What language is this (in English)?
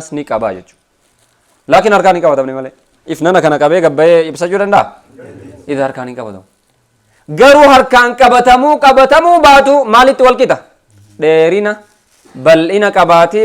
Oromo